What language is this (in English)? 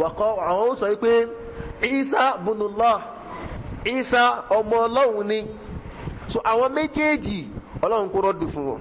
Yoruba